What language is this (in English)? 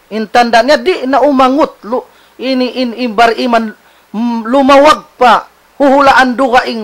Tausug